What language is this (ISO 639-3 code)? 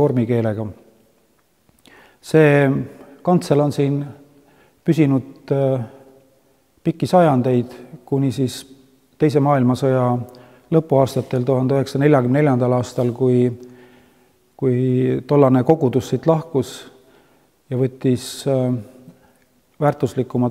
est